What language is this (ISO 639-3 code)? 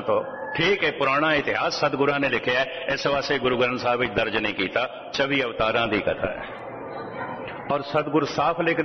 pan